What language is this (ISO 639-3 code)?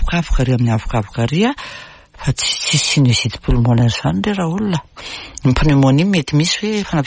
mlg